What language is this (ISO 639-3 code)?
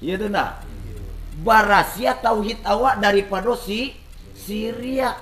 min